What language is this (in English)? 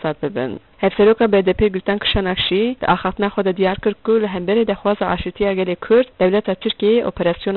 Kurdish